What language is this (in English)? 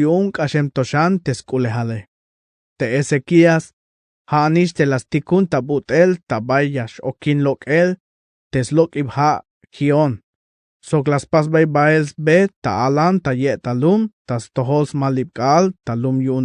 Tzeltal